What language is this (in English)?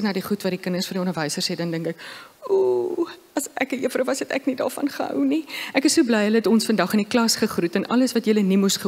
Afrikaans